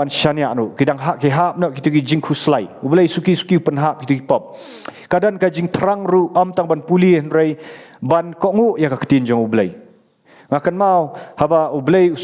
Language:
Khasi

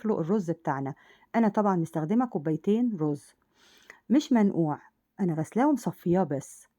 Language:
Egyptian Arabic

